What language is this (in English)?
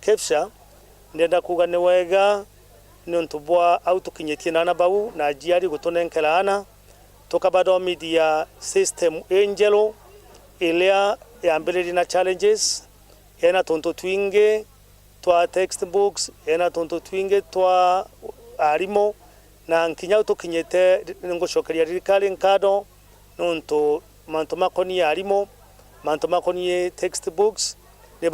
Meru